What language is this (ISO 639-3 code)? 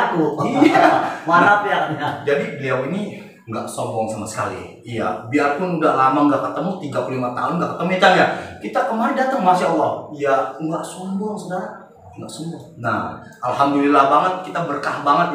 bew